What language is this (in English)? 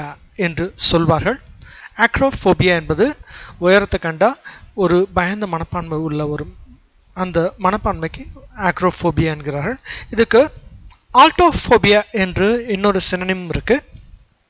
Tamil